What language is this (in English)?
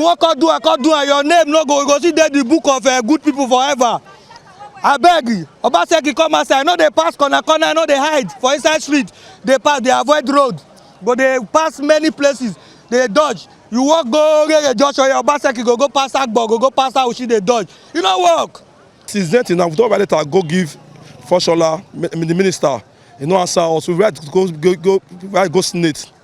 Nigerian Pidgin